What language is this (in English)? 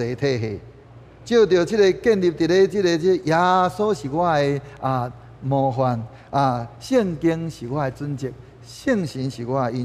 Min Nan Chinese